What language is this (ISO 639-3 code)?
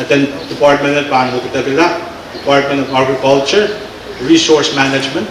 pon